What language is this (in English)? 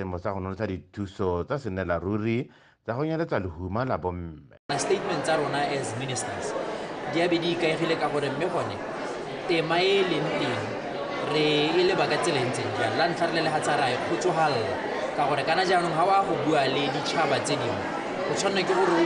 Tswana